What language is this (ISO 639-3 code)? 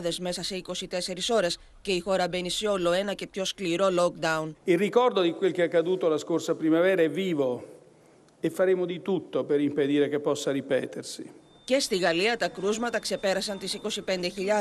ell